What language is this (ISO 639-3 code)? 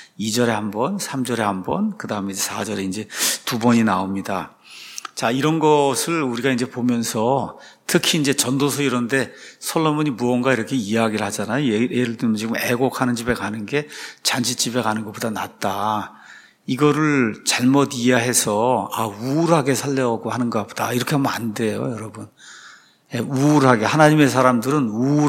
kor